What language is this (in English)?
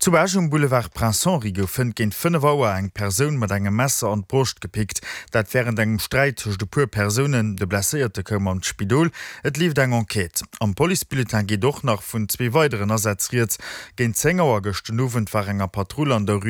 Luxembourgish